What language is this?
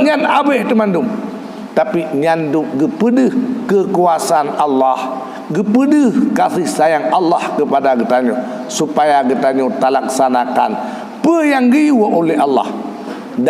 Achinese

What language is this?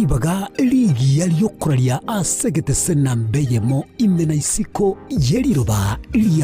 Gusii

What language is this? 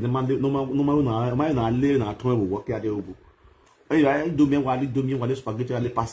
Nigerian Pidgin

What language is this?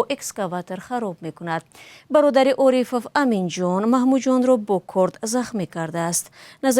Tajik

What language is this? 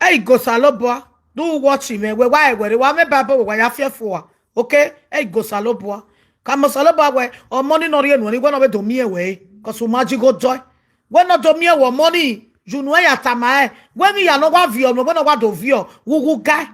Nigerian Pidgin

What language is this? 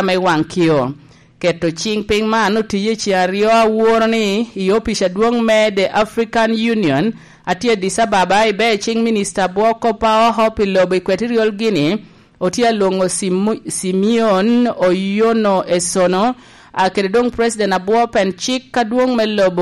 Lango (Uganda)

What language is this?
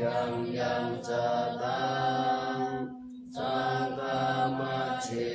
Pali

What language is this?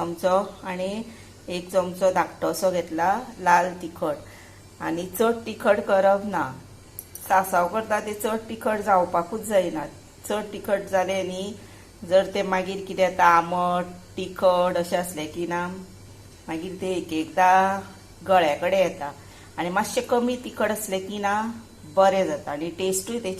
Konkani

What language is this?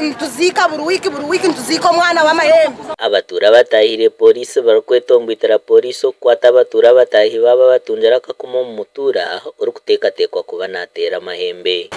Nyankole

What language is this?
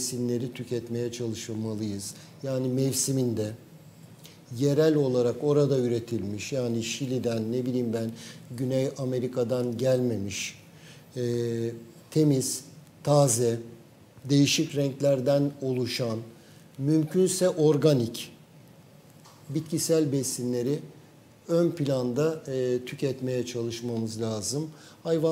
Turkish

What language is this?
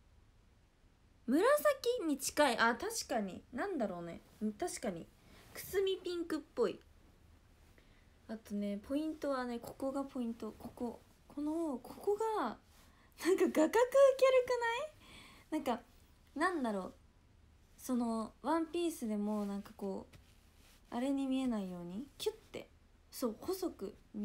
Japanese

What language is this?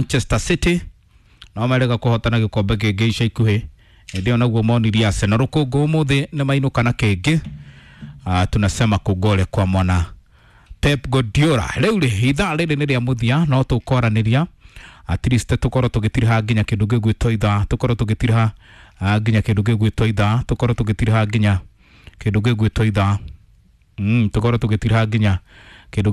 Kikuyu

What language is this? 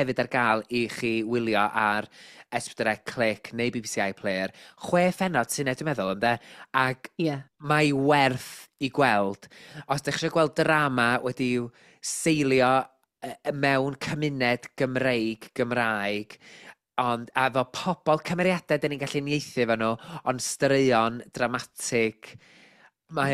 Welsh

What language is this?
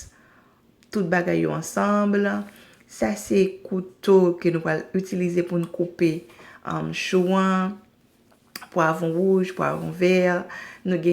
Haitian Creole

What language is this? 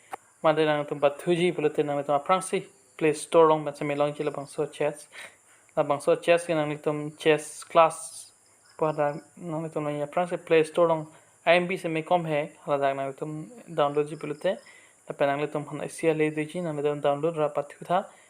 Karbi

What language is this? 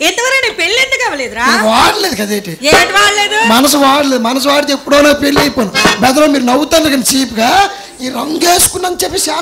Telugu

